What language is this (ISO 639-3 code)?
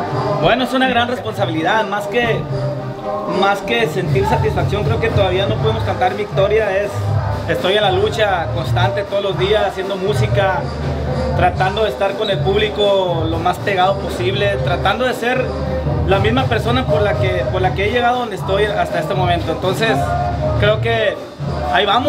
spa